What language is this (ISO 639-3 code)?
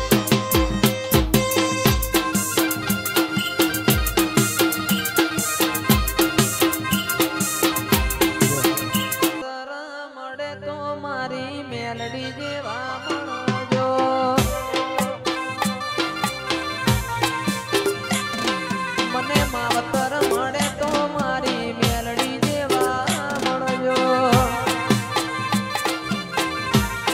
guj